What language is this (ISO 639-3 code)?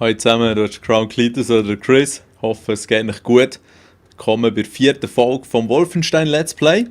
gsw